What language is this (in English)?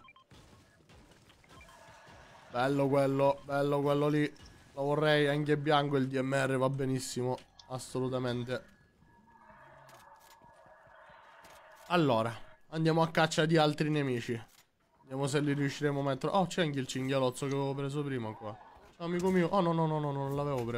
Italian